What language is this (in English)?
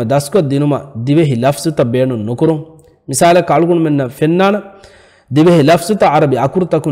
Divehi